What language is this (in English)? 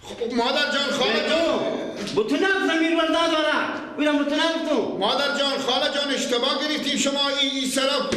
Persian